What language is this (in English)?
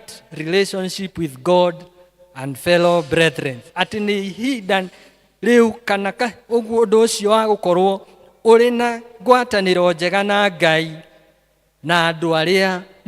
Kikuyu